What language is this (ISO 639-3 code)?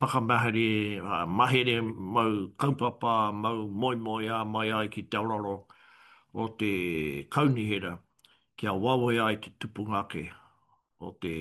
mri